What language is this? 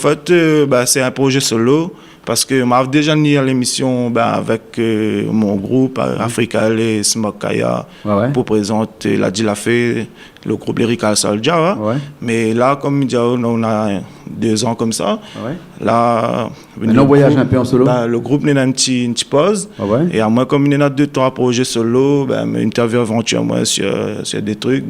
Réunion Creole French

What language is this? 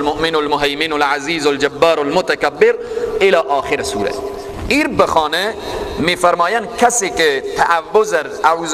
Persian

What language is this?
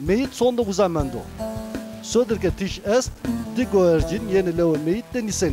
Zaza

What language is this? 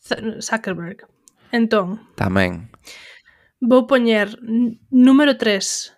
Galician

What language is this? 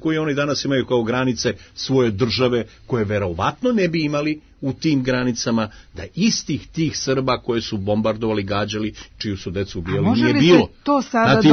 Serbian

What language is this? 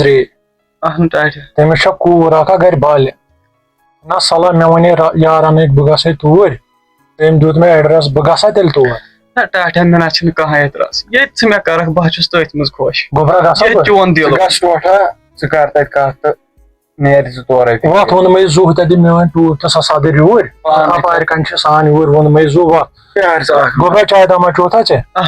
Kashmiri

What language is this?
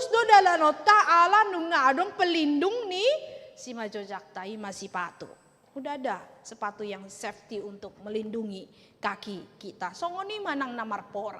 Batak Toba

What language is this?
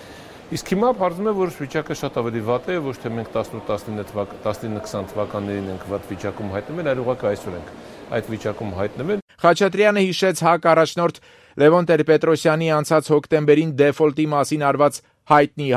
Armenian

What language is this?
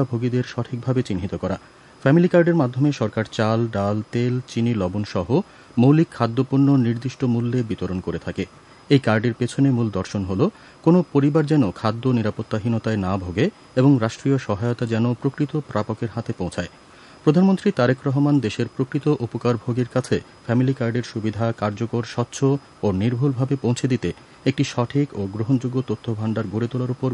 Bangla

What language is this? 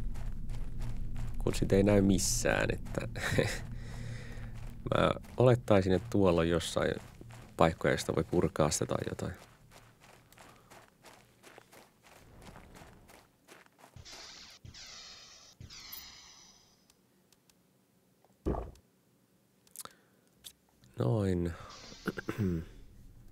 Finnish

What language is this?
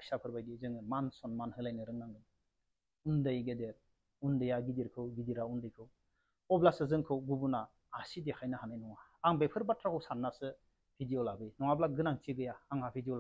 Bodo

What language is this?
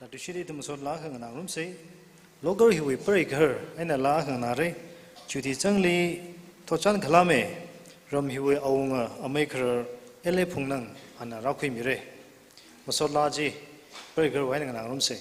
Tangkhul Naga (India)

